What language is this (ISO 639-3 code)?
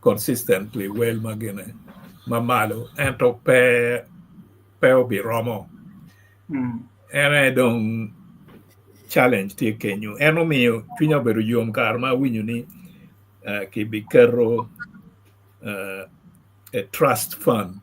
ach